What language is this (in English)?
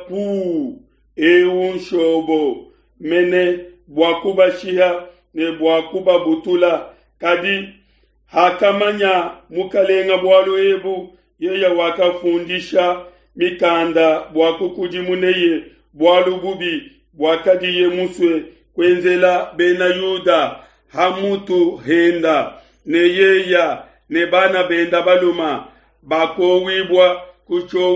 Luba-Lulua